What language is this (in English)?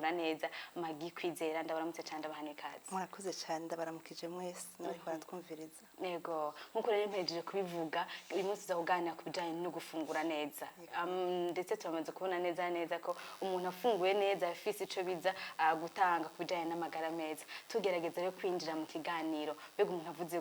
Rundi